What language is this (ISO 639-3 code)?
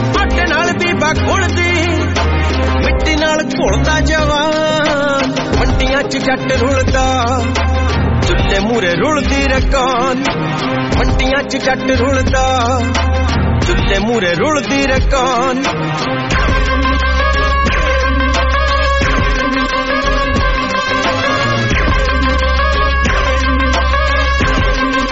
pan